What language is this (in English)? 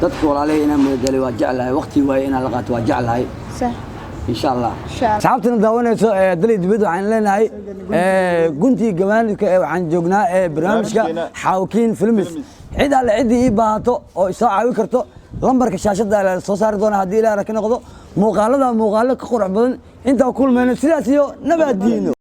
Somali